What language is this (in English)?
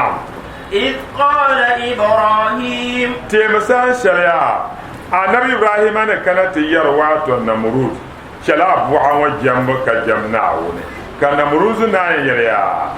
Dagbani